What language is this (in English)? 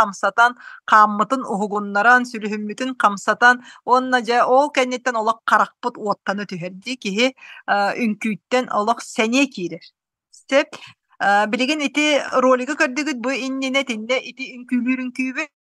Yakut